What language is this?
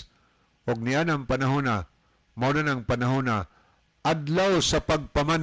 Cebuano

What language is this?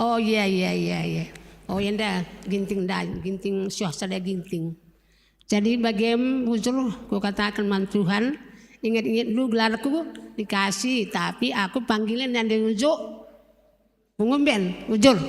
Batak Karo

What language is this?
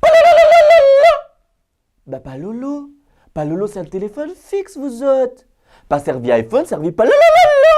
Morisyen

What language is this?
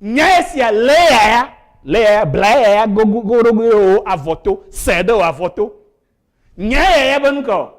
Ewe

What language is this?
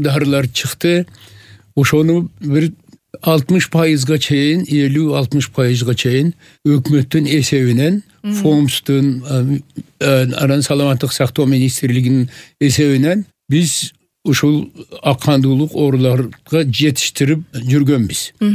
Kyrgyz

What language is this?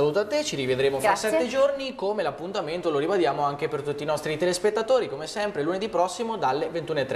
Italian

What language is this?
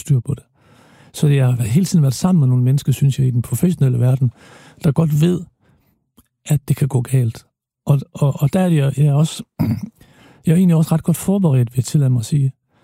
Danish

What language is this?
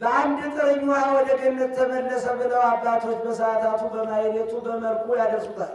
Amharic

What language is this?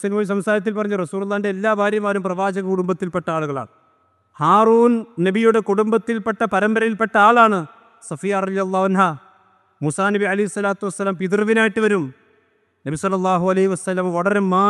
Malayalam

